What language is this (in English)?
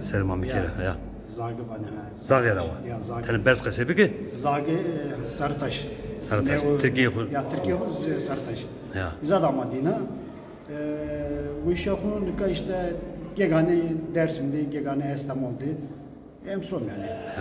Zaza